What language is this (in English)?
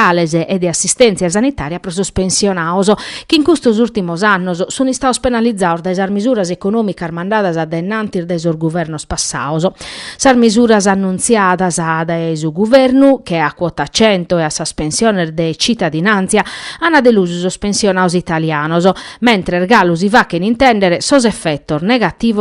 Sardinian